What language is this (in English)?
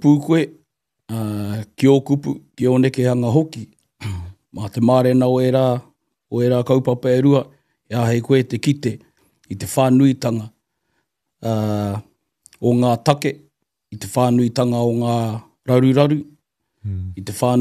Māori